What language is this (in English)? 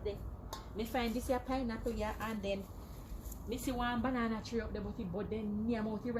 Jamaican Creole English